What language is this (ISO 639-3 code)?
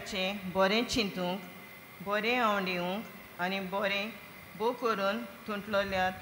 kok